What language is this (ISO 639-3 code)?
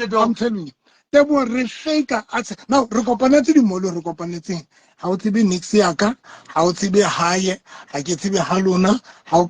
sot